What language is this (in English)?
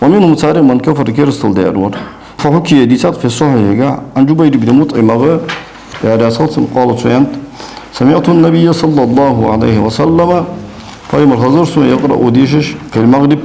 Ingush